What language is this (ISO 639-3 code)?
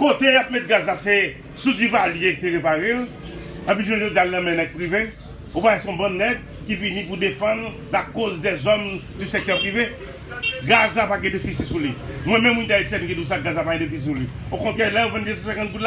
hat